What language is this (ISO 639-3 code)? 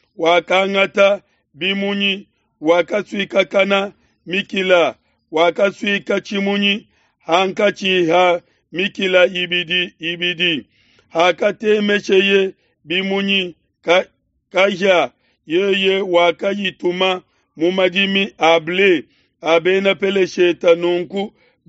lua